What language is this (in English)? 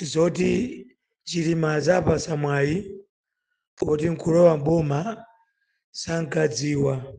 Nyanja